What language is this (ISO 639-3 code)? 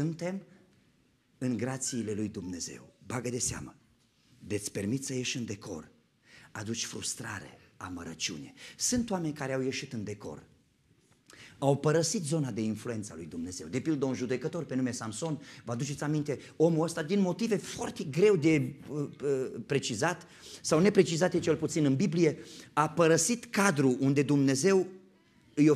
ron